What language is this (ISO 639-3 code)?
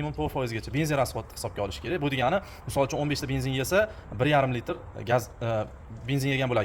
uzb